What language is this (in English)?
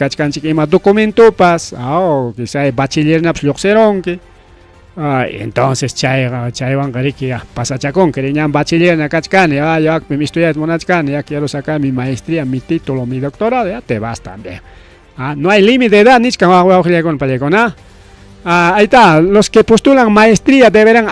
Ayacucho Quechua